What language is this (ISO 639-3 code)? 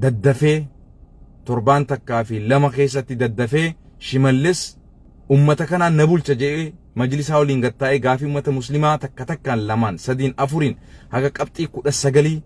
orm